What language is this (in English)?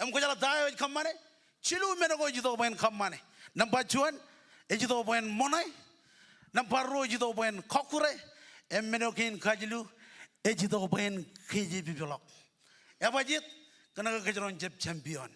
Marshallese